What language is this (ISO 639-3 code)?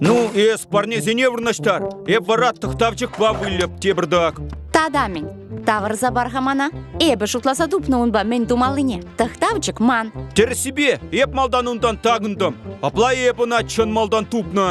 chv